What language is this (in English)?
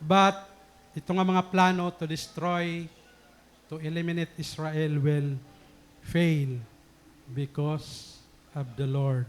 Waray